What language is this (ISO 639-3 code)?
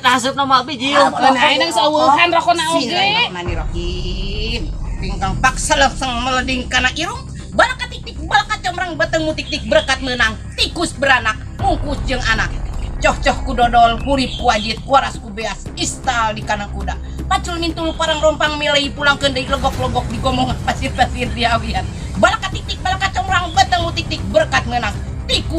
sun